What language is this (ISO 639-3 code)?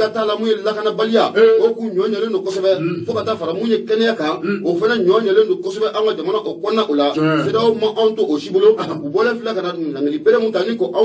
bam